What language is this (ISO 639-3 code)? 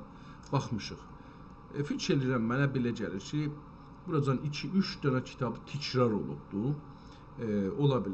azb